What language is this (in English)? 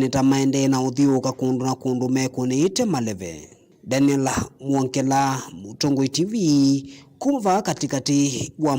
Kamba